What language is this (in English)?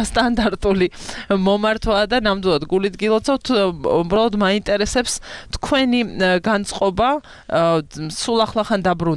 Georgian